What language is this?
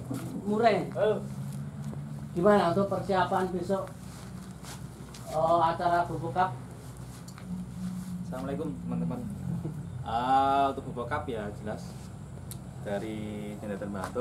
Indonesian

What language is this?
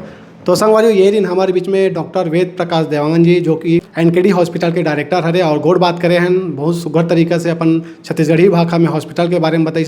Chhattisgarhi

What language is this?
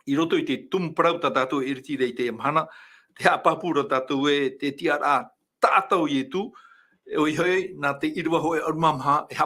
Tahitian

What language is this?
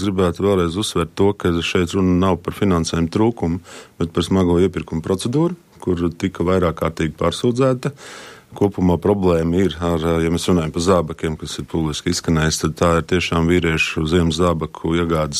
Latvian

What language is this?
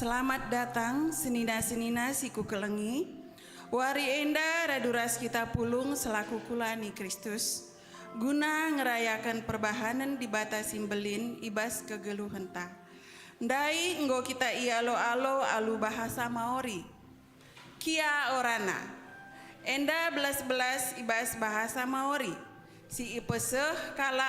Batak Karo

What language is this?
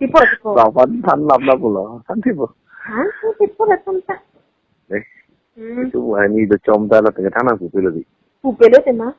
Karbi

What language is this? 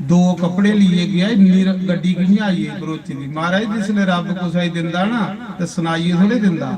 Dogri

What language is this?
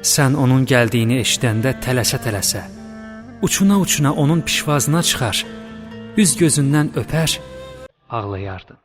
Azerbaijani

